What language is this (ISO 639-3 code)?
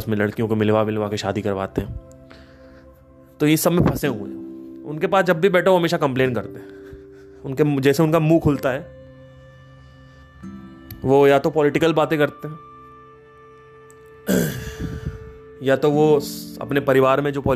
hin